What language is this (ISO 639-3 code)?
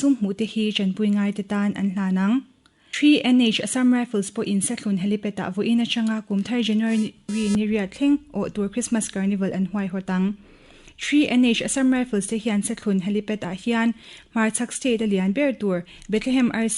lus